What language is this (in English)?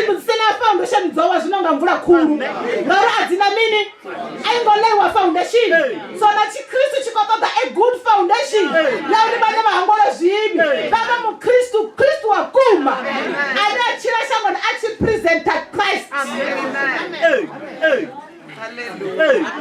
Venda